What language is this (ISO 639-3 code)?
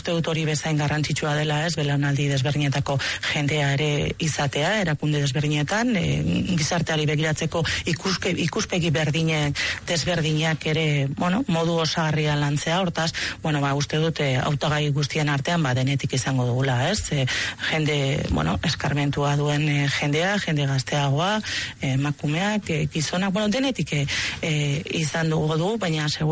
eus